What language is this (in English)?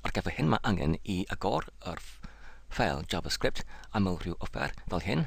Welsh